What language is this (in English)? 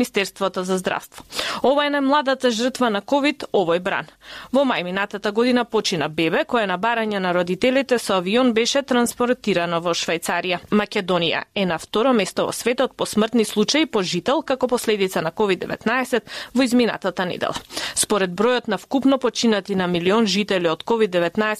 Macedonian